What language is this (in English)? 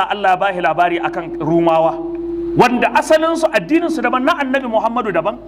Hausa